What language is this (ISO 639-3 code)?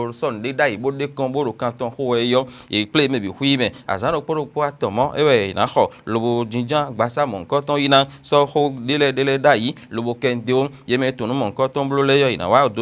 fon